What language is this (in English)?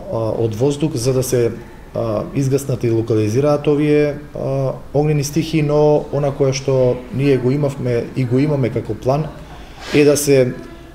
Macedonian